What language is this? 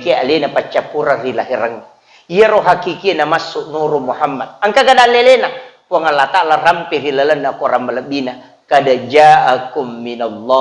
Buginese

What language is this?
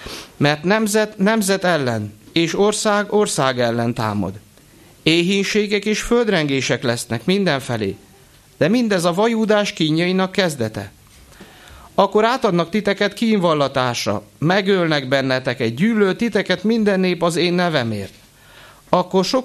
Hungarian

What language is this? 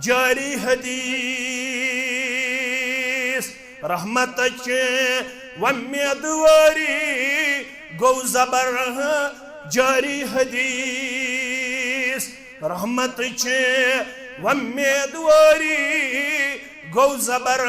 Kashmiri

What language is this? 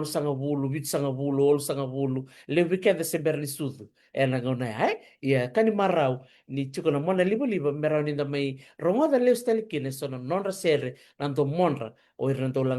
Fijian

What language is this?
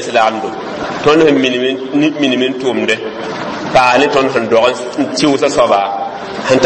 Mossi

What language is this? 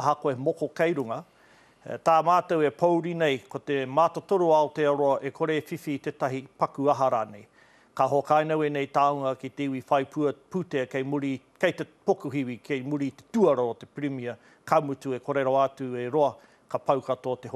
Māori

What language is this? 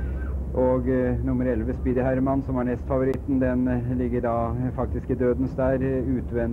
Norwegian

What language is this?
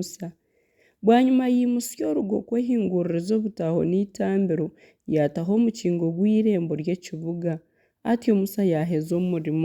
Nyankole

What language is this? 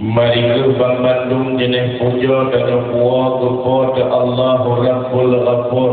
Achinese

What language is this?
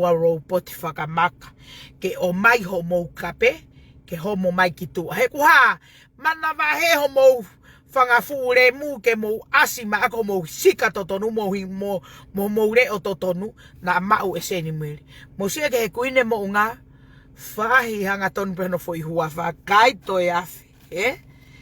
Tongan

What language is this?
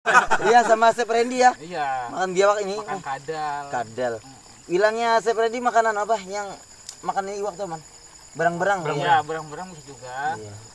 Banjar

